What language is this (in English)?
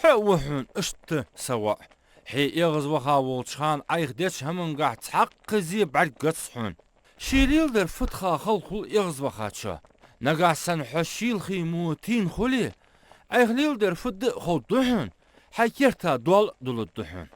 Ingush